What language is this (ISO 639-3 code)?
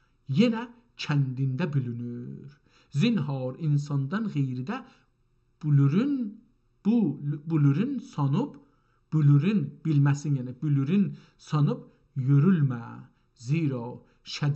azb